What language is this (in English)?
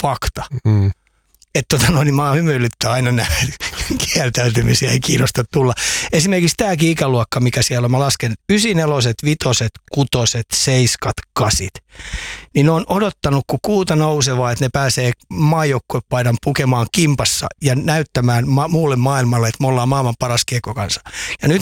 Finnish